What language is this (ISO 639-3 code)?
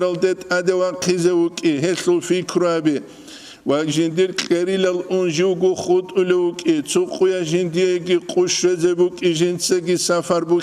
ava